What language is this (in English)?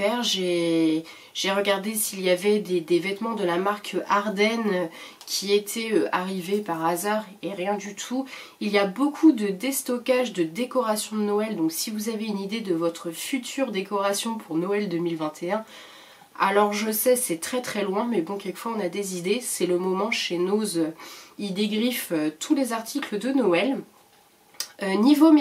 French